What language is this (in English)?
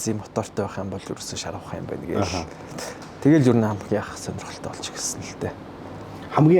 Mongolian